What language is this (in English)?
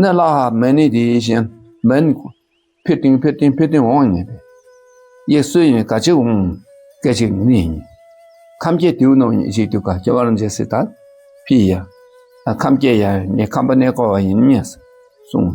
Dakpakha